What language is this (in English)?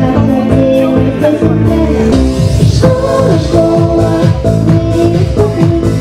Russian